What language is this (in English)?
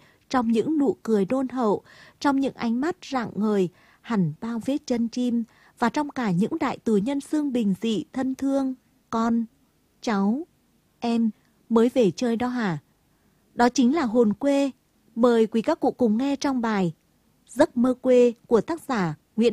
Vietnamese